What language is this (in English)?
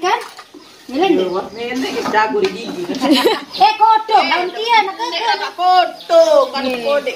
Sasak